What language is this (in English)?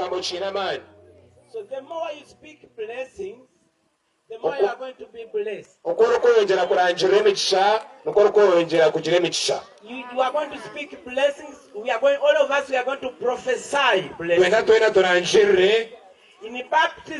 Nyankole